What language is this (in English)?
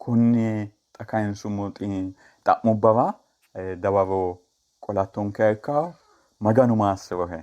Sidamo